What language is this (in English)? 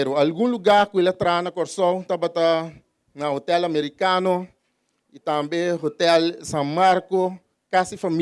Papiamento